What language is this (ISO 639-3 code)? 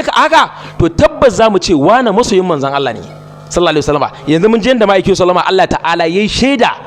hau